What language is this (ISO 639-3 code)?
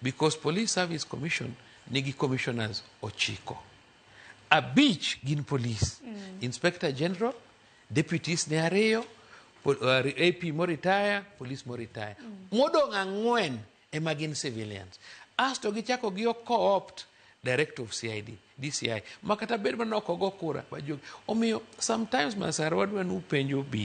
luo